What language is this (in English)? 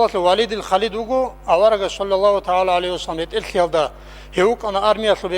Avaric